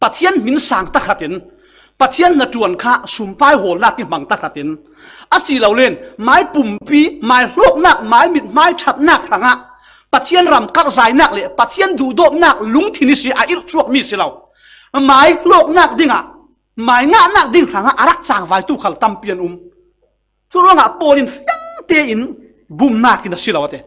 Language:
Falam Chin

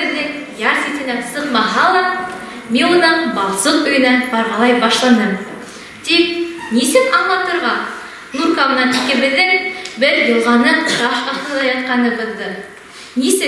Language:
Bashkir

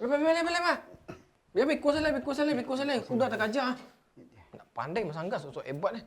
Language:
Minangkabau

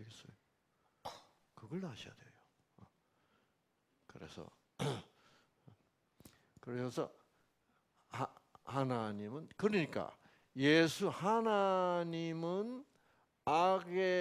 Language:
Korean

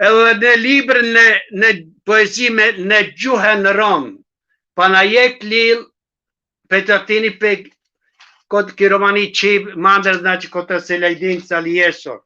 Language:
Balkan Romani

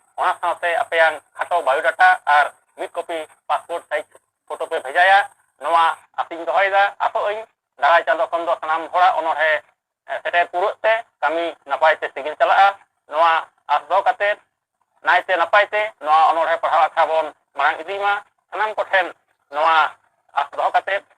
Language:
Santali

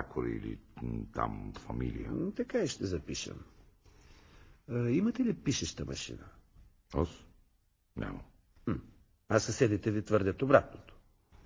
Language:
Bulgarian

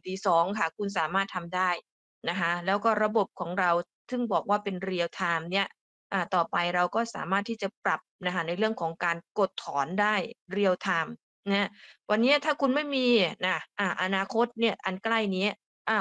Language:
Thai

